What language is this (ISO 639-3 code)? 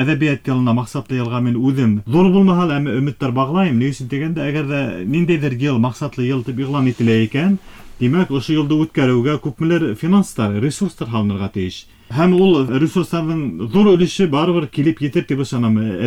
bak